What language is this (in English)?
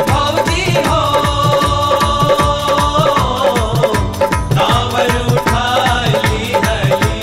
Bhojpuri